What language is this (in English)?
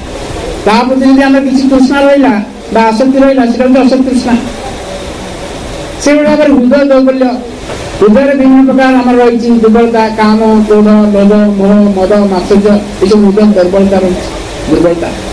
Odia